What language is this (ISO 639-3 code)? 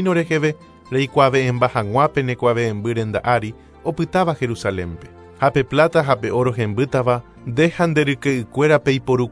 grn